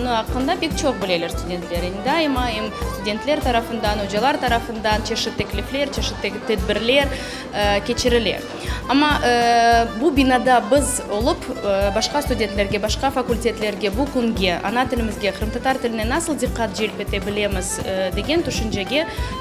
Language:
Crimean Tatar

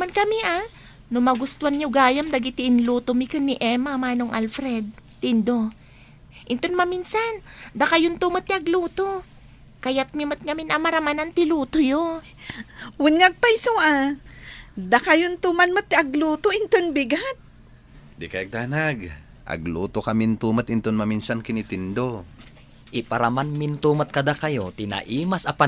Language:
Iloko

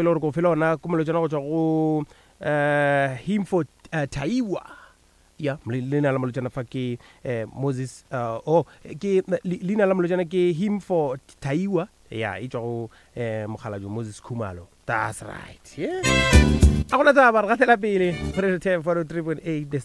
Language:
Northern Sotho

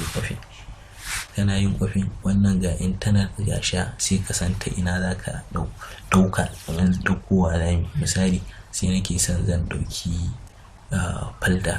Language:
Hausa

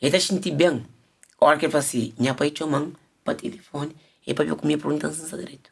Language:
Kabuverdianu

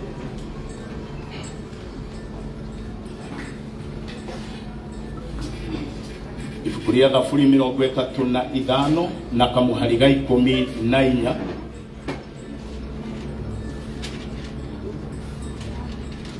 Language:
Kikuyu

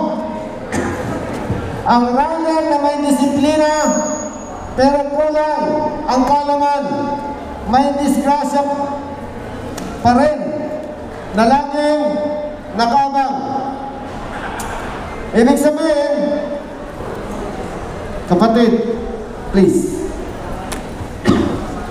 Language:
Filipino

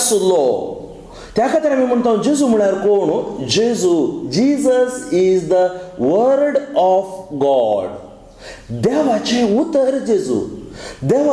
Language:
Konkani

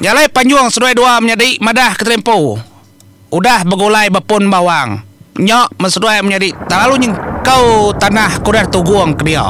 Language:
Iban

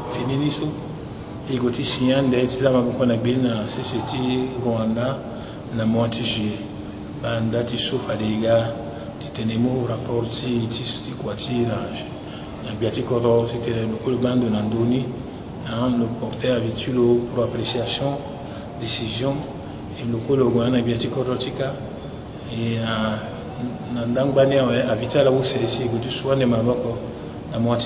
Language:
Sango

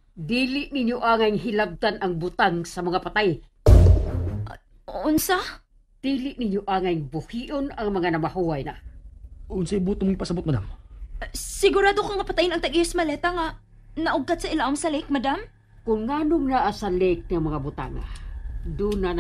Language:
Cebuano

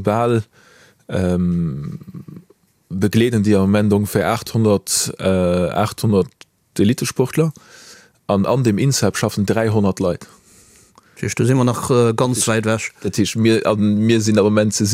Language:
Luxembourgish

